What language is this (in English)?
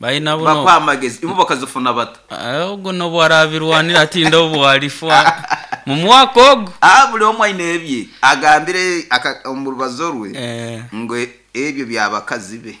Nyoro